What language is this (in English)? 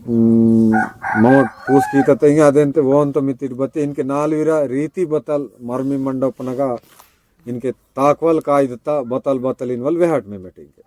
Aheri Gondi